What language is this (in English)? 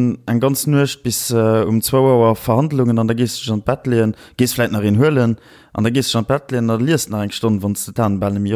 Luxembourgish